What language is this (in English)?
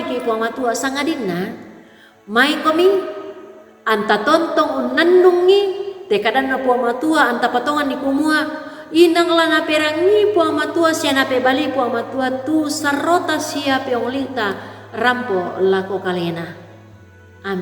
Toraja-Sa'dan